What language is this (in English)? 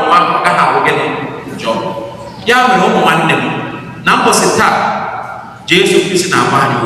Igbo